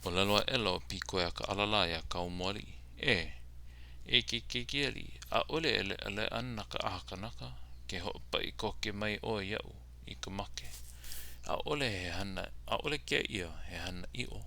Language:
Hawaiian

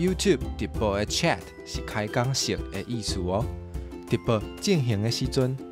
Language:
Min Nan Chinese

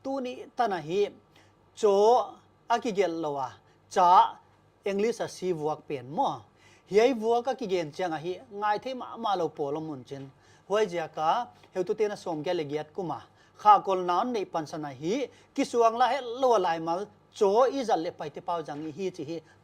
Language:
Paite Chin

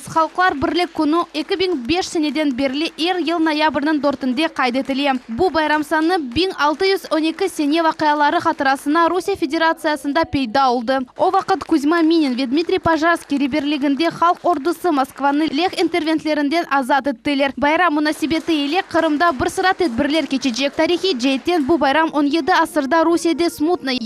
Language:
Crimean Tatar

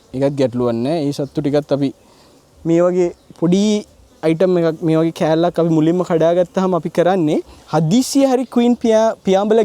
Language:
Sinhala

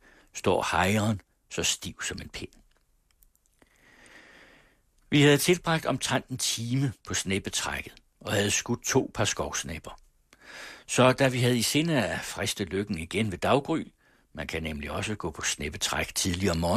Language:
Danish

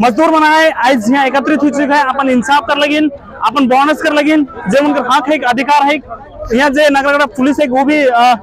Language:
Sadri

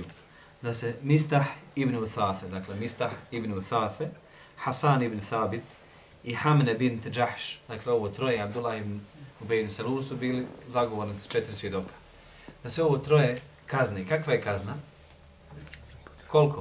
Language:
Bosnian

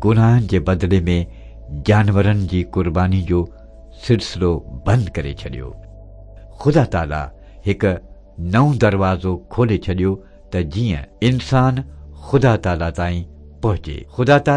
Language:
Sindhi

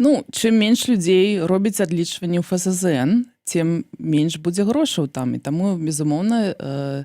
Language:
Belarusian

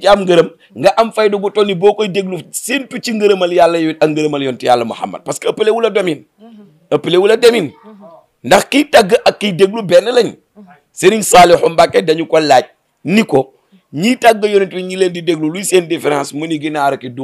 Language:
Wolof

